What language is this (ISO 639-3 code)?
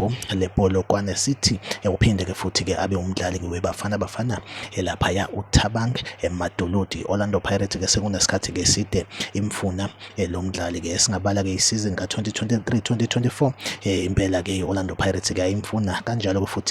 zul